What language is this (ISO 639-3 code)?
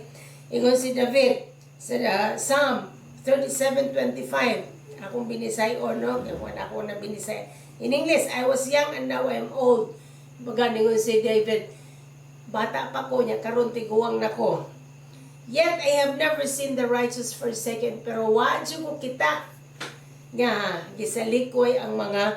ceb